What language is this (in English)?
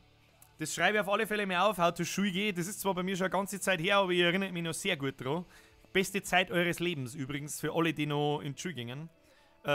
Bavarian